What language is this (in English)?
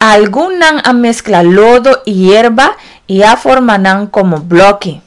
Papiamento